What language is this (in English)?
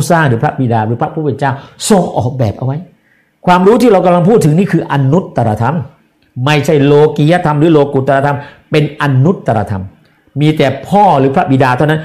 Thai